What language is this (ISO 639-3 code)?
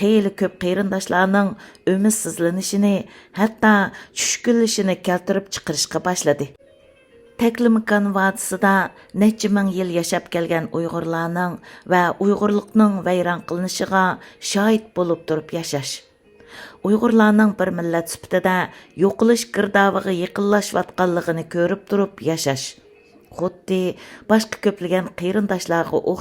uig